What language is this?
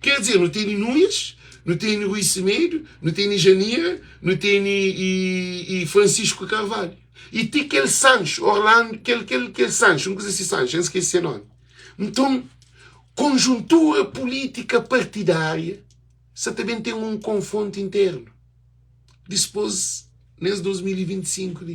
Kabuverdianu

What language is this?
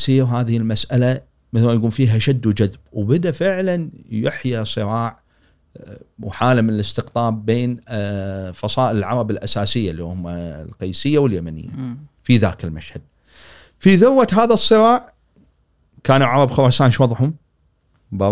Gulf Arabic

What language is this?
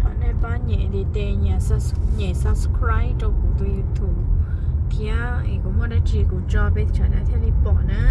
Hmong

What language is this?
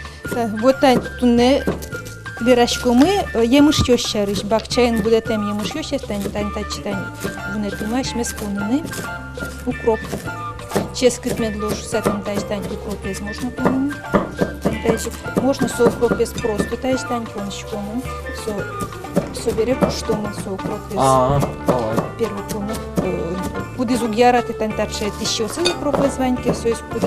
Udmurt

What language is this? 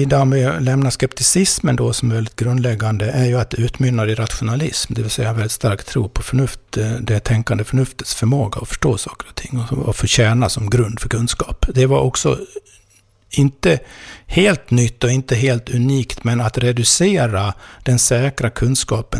Swedish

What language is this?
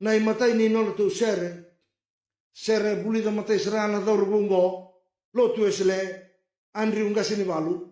Fijian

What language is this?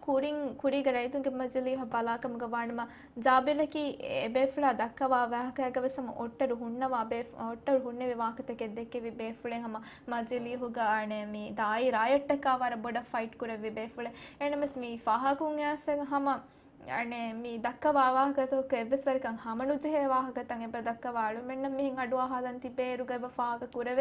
Divehi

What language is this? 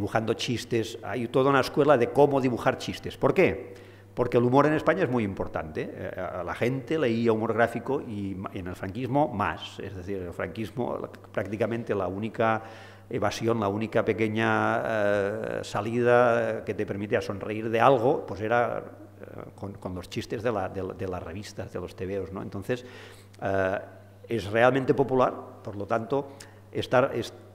Spanish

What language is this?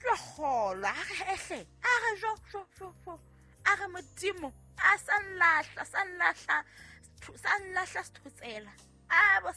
Southern Sotho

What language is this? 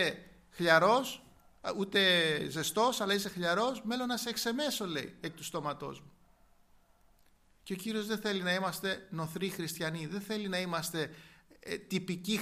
Greek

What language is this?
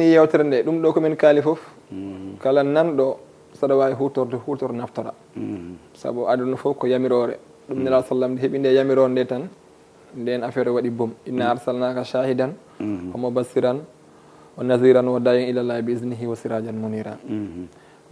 Fula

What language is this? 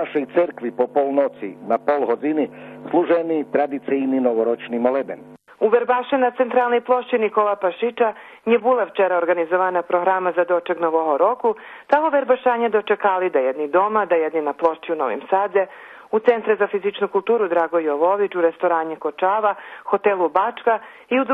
Rusyn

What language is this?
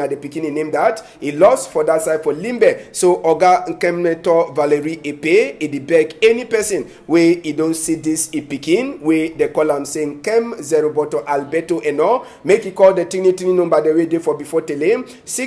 Cameroon Pidgin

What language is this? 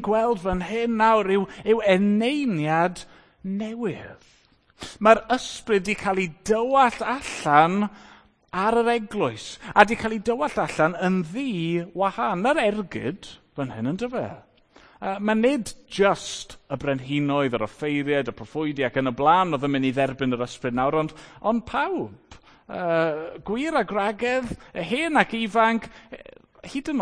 Welsh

